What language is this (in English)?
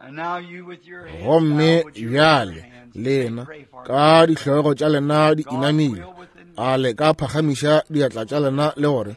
Northern Sotho